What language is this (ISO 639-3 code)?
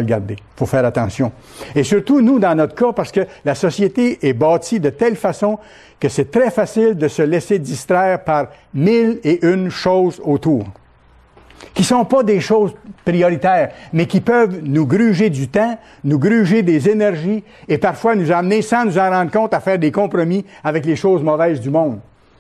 fra